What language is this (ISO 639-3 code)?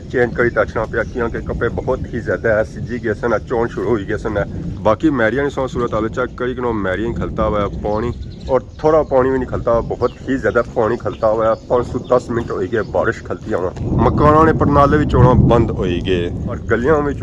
phr